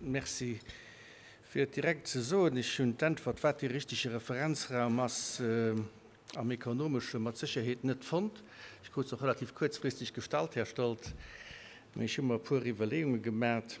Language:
Luxembourgish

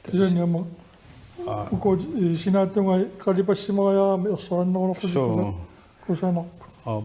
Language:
Kalaallisut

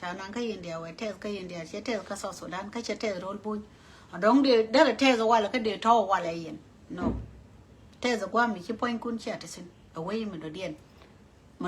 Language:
Nuer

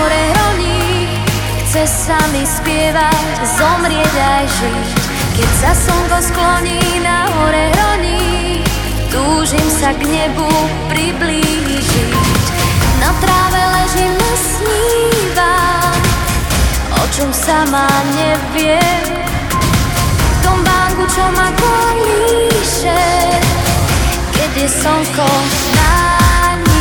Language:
Slovak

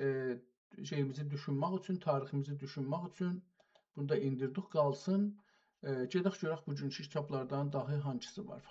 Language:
South Azerbaijani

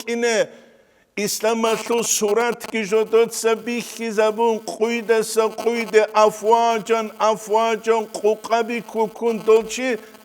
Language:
Avaric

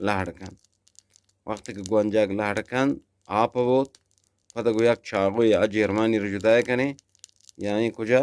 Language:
Eastern Balochi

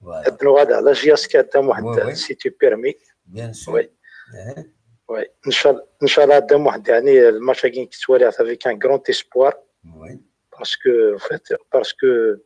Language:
Kabyle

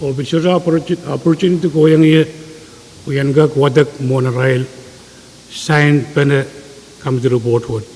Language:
Pohnpeian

